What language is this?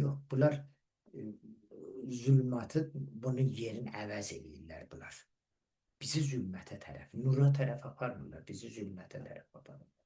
Azerbaijani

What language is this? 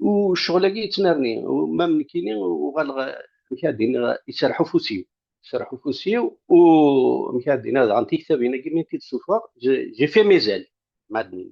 Kabyle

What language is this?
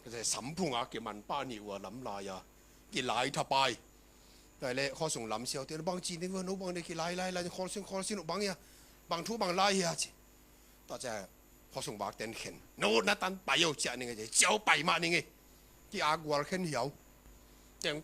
Tedim Chin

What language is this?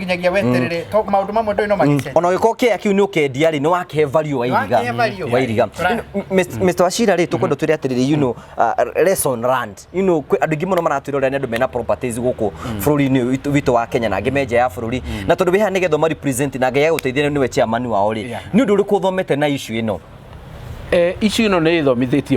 Kikuyu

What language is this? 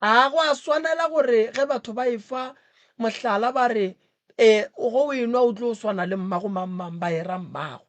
Northern Sotho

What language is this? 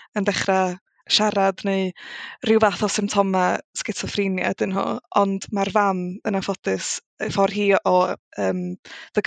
Welsh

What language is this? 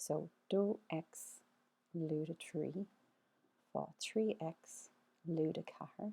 Irish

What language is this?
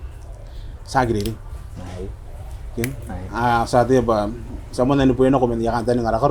Gilbertese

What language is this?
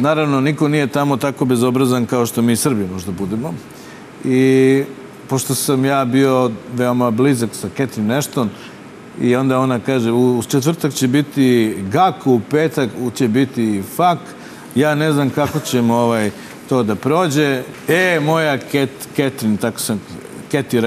Serbian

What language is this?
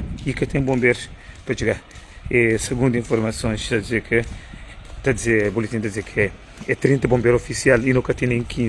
Kabuverdianu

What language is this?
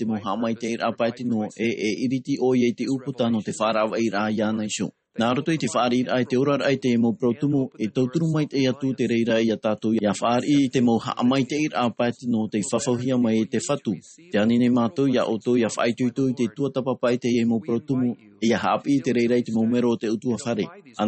Tahitian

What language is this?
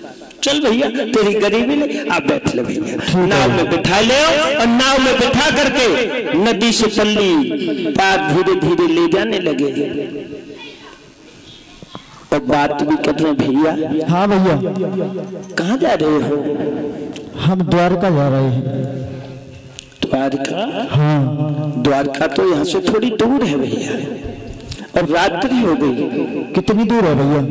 Hindi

